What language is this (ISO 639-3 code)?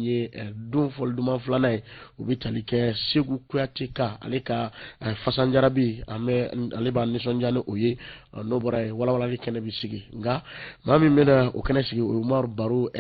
bam